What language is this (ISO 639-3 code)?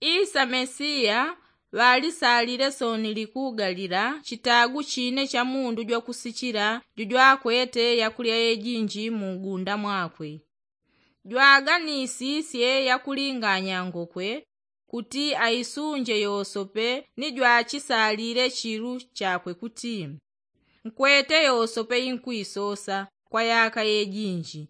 yao